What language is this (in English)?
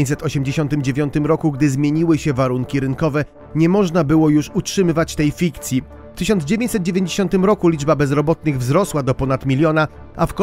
Polish